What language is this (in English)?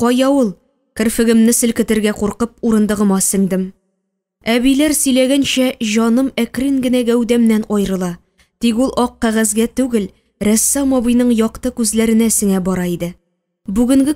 Tatar